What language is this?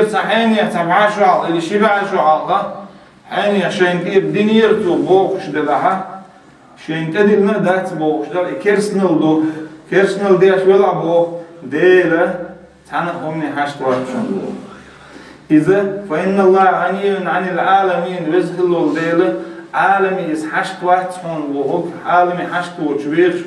Chechen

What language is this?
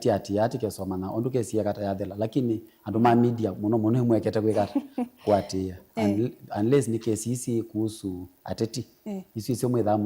Kamba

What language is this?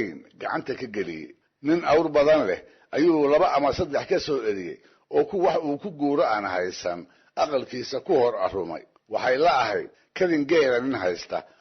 Somali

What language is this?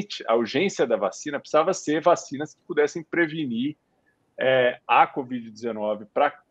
Portuguese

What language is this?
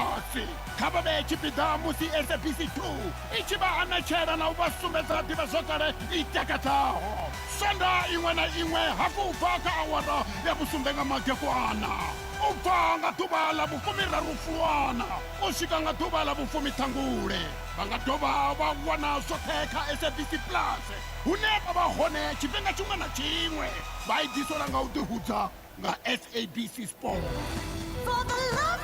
Venda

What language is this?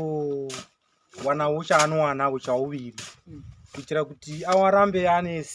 Shona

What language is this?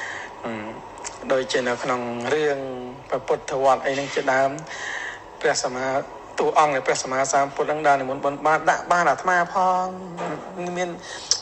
Khmer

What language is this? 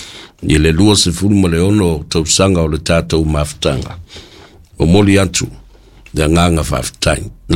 Samoan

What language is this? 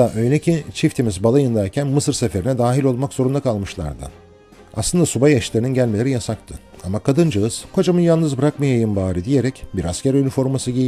Turkish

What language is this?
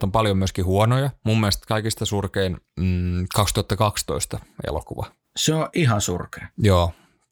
Finnish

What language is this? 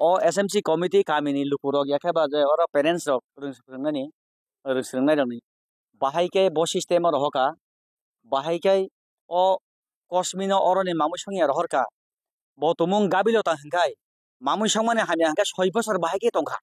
Kok Borok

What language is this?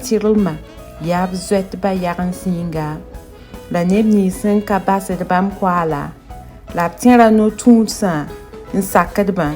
Mossi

